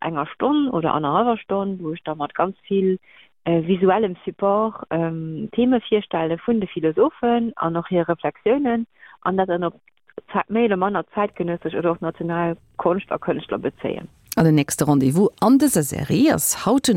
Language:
Luxembourgish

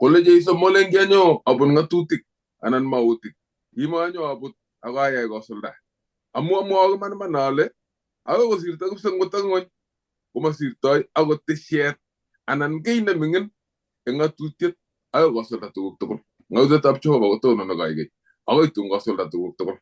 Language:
Kalenjin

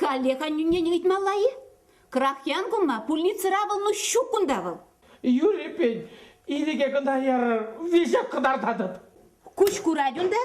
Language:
Chuvash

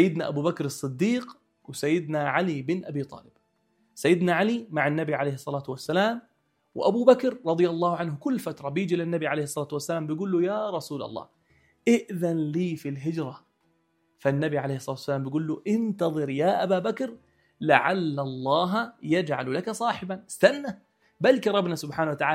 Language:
North Levantine Arabic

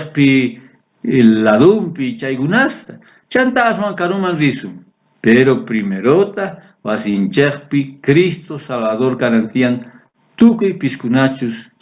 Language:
South Bolivian Quechua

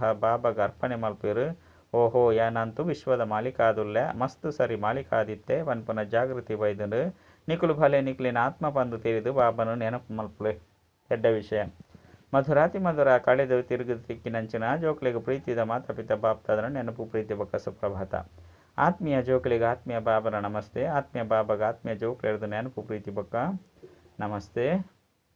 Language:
Tulu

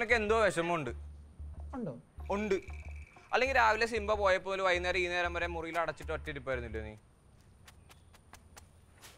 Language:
Malayalam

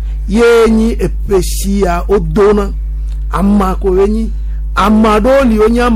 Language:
Gen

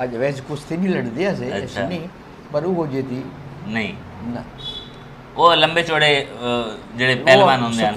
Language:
Saraiki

